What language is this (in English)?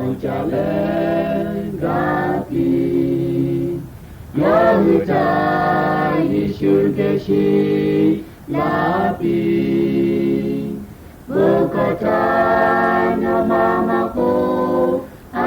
Lahu